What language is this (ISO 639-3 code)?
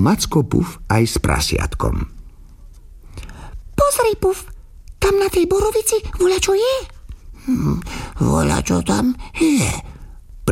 slk